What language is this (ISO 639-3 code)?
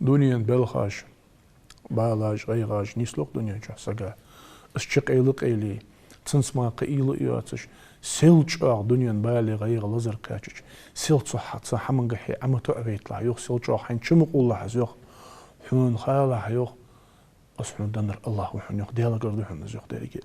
inh